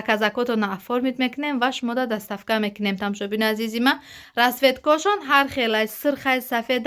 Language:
Tajik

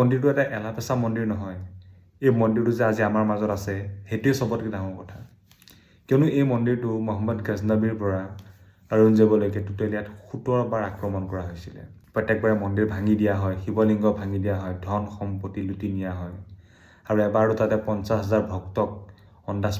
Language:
Assamese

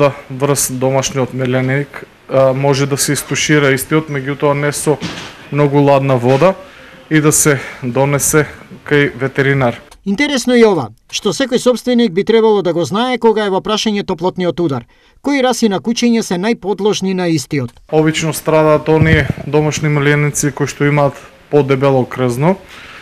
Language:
Macedonian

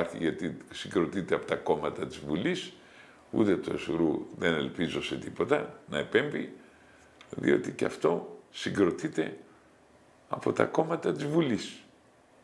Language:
Greek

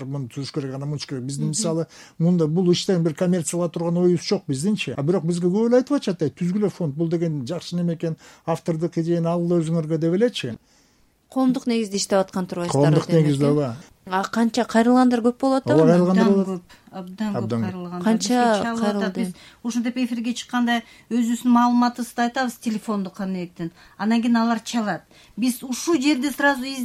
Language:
Kyrgyz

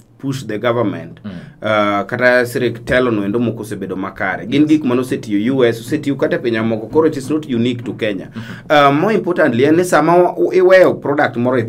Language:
Luo (Kenya and Tanzania)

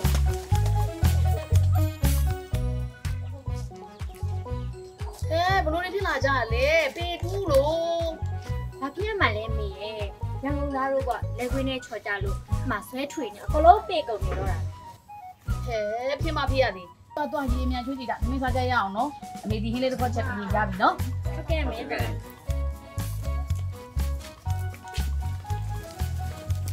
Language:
Burmese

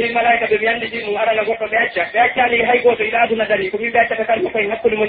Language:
Pular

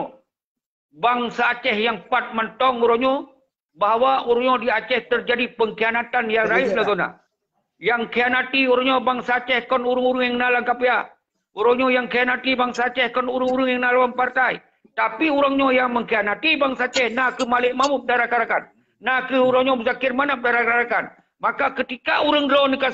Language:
Achinese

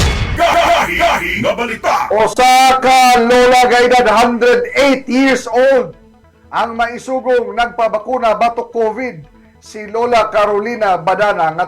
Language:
Cebuano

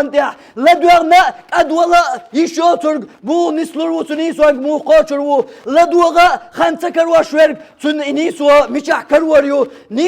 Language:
Chechen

